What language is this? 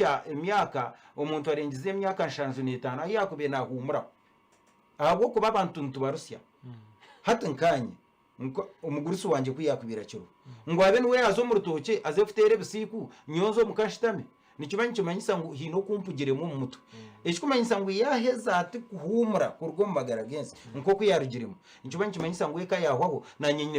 Nyankole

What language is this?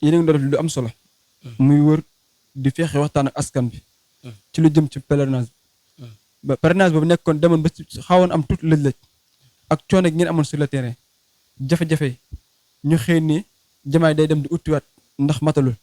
Wolof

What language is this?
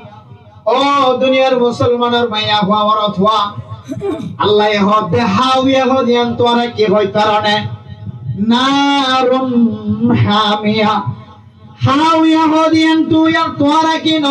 Rohingya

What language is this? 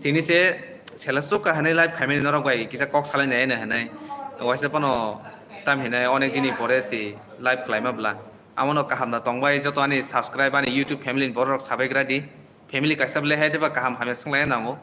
Kok Borok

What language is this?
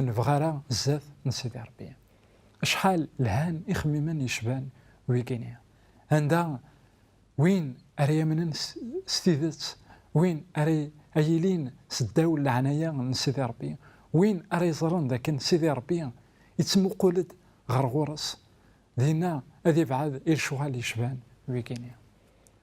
Kabyle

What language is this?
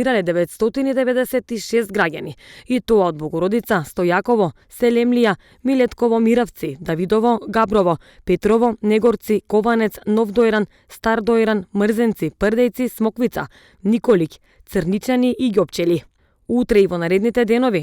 Macedonian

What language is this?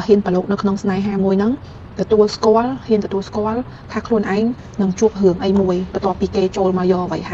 Khmer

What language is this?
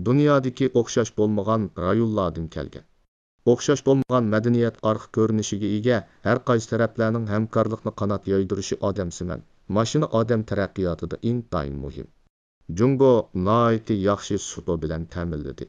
Uyghur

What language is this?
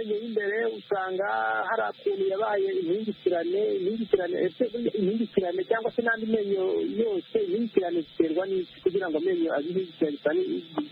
Kinyarwanda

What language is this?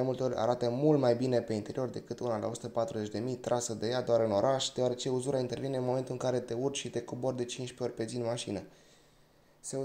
Romanian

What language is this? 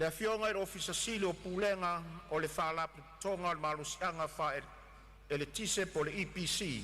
Samoan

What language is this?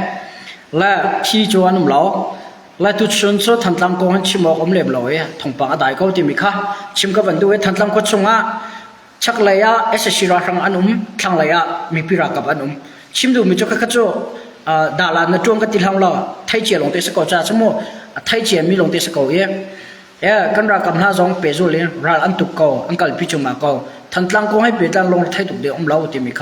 Hakha Chin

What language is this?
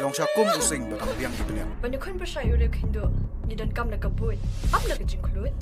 Khasi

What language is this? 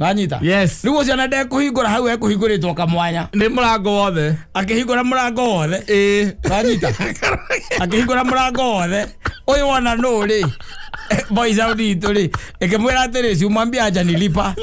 Kikuyu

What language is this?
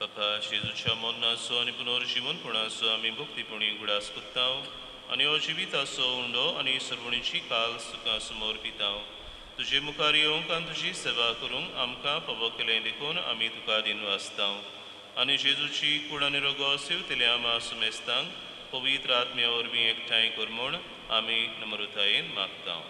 Konkani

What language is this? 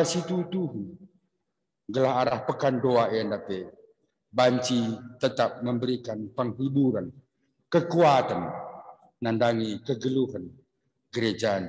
Batak Karo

